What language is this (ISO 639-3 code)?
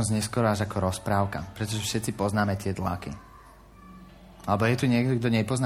slk